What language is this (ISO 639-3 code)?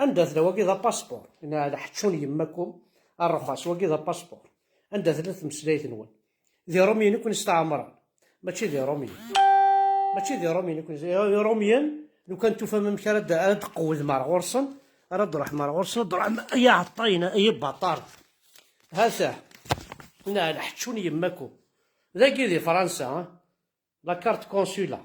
kab